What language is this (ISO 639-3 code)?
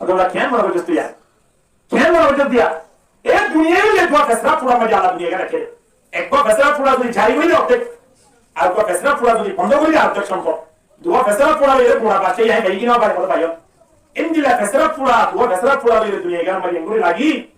rhg